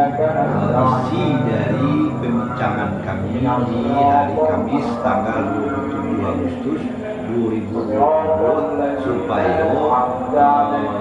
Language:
Minangkabau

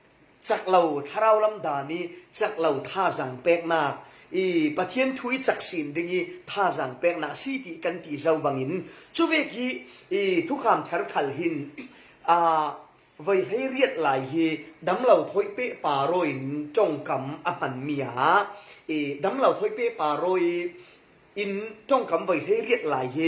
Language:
Falam Chin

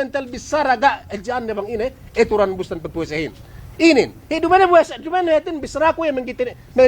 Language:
Yakan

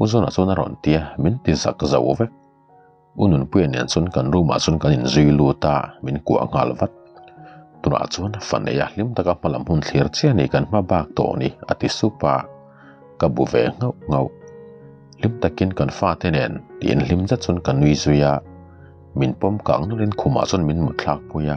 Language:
Mizo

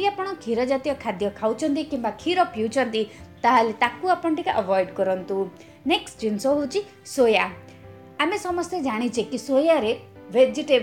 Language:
Odia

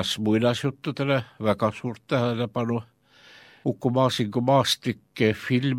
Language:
Estonian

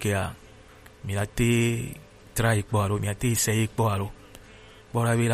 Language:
Gen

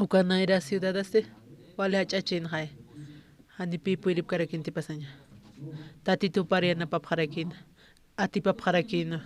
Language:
Aymara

